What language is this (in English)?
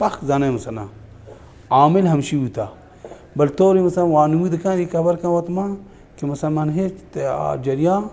Baluchi